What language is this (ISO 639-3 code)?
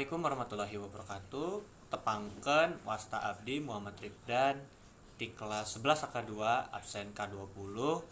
sun